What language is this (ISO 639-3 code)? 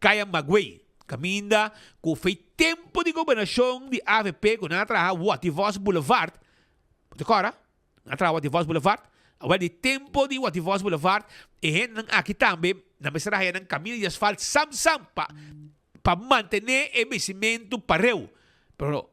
pap